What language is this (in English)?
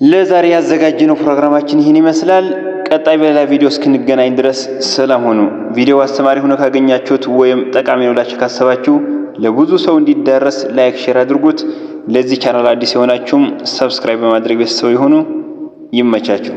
Amharic